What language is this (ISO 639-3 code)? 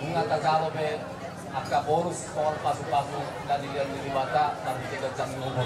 bbc